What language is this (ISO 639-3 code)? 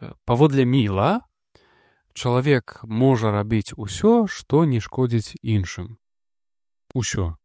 bel